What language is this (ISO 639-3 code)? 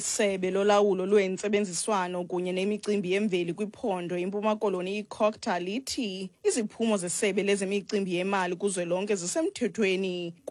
xho